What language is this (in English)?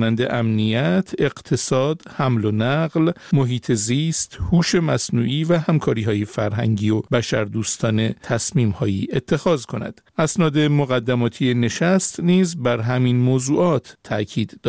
Persian